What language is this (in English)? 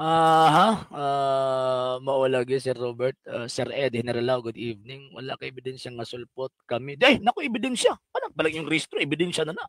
Cebuano